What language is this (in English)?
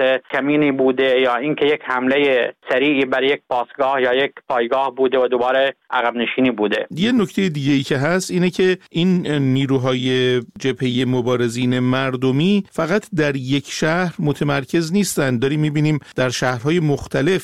Persian